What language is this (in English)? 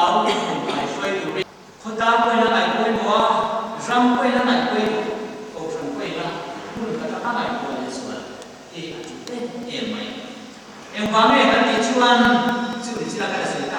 Mizo